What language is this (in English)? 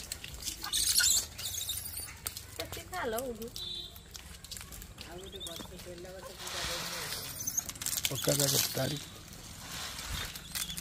Hindi